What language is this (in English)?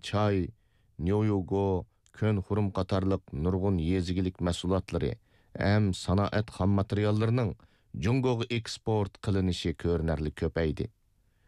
Uyghur